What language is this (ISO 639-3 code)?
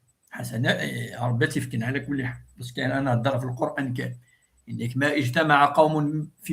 kab